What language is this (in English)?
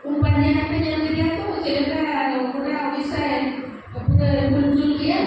Santali